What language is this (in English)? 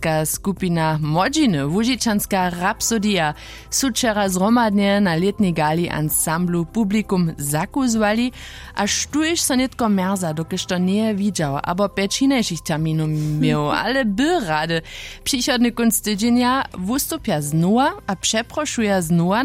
Upper Sorbian